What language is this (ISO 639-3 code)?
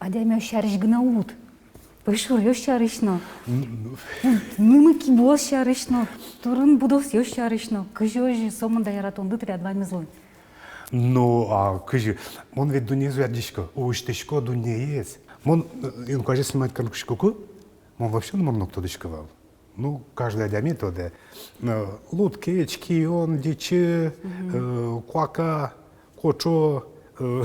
udm